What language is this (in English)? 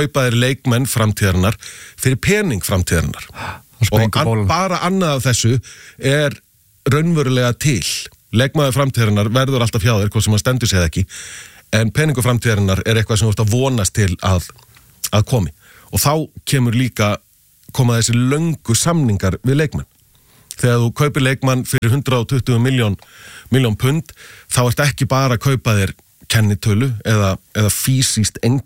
Icelandic